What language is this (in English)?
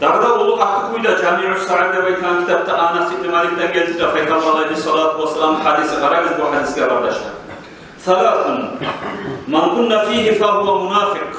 Kumyk